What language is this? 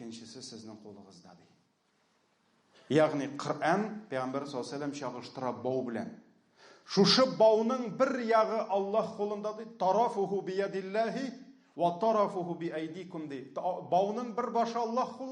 Tatar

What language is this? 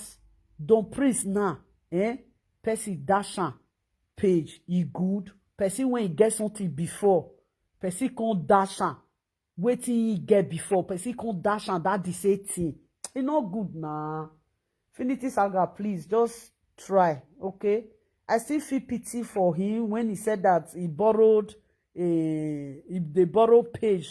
Nigerian Pidgin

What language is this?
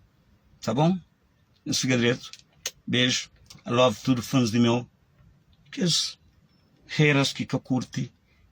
Kabuverdianu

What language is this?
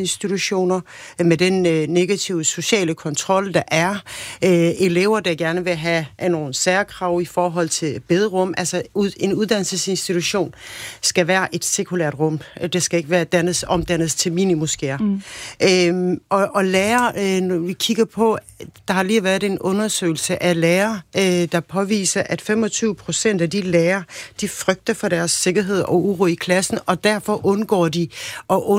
Danish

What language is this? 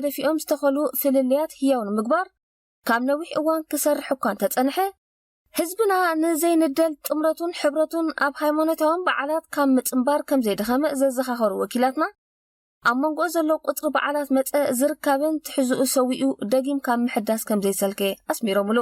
Tigrinya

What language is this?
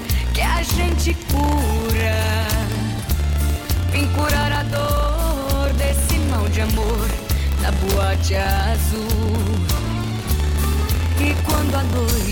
Portuguese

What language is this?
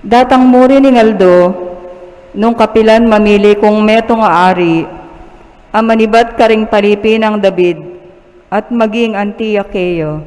Pampanga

